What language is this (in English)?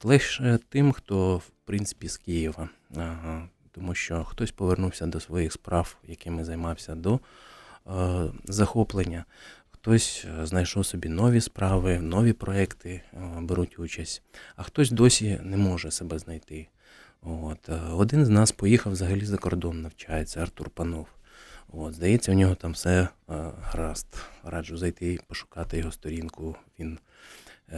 Ukrainian